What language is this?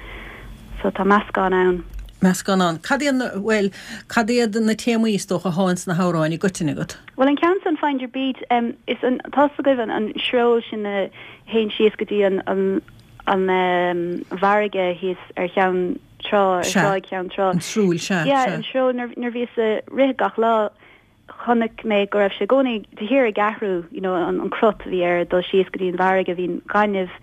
Irish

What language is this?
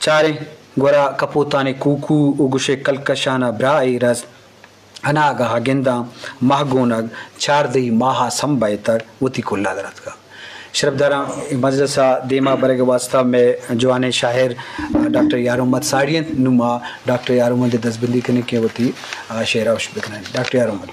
Eastern Balochi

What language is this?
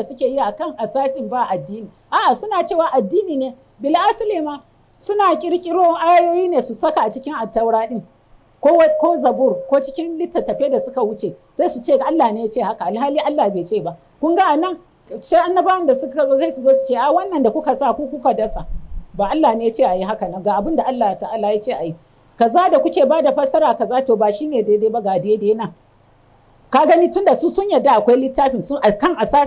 Hausa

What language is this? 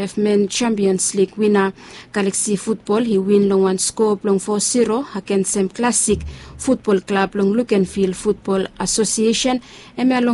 Bislama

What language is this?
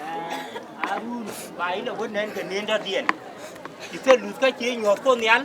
Nuer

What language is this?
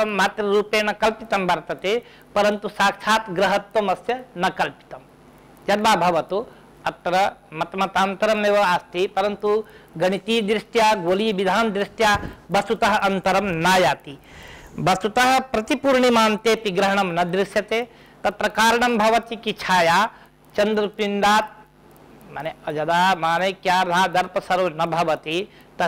Sanskrit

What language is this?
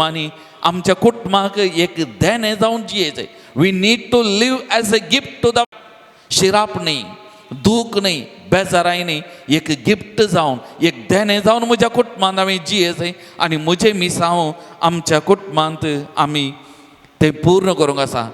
Konkani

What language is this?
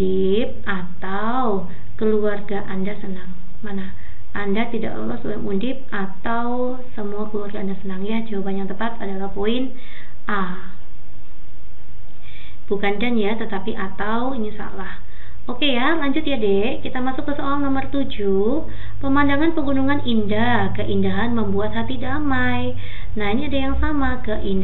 Indonesian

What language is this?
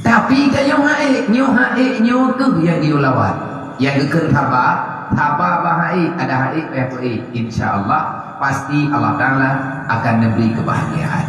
Achinese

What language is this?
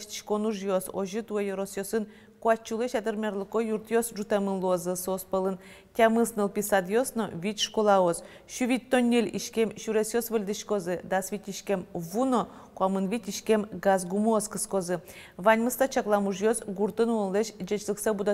Udmurt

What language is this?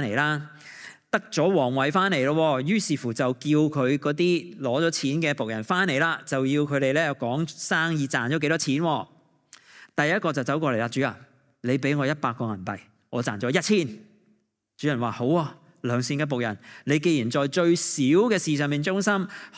Cantonese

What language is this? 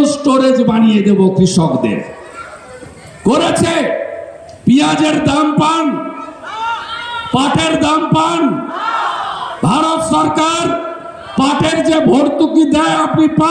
Bangla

